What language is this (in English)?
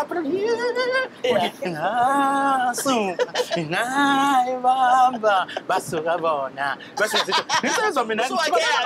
Zulu